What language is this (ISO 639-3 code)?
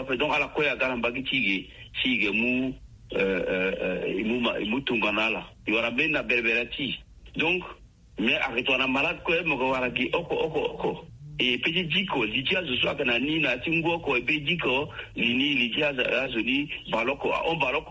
sag